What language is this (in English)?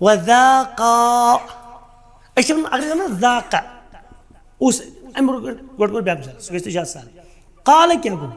Kashmiri